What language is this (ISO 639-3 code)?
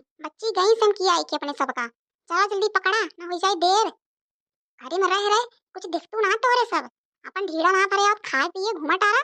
awa